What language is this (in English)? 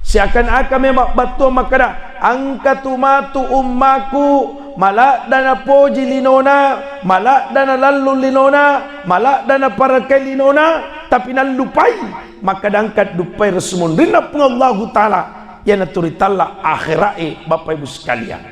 Buginese